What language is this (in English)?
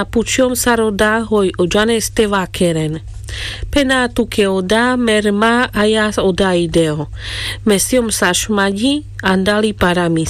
Carpathian Romani